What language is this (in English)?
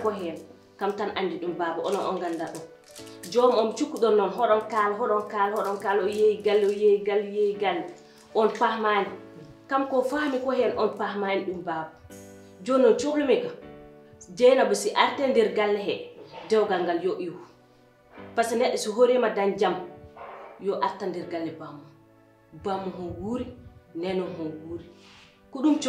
Fula